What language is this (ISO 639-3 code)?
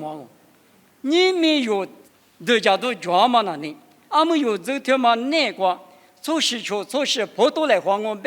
lis